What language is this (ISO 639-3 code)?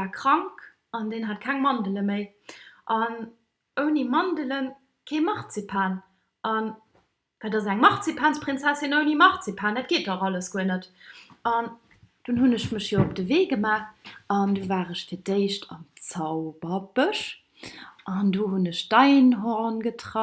ltz